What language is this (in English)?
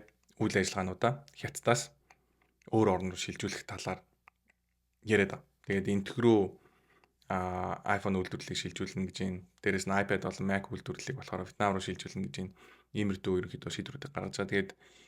Mongolian